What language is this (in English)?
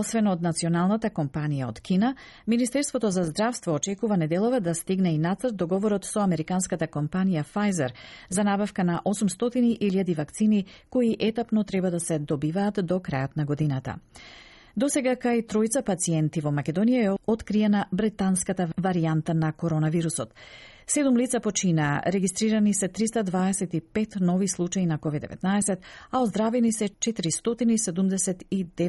Macedonian